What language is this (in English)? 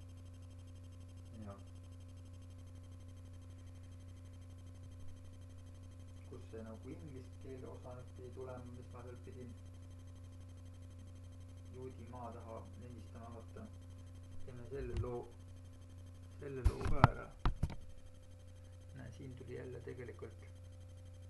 Estonian